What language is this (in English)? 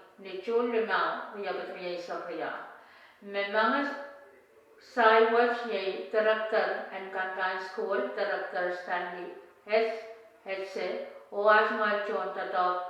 Pohnpeian